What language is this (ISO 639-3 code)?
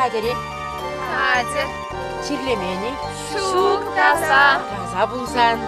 chv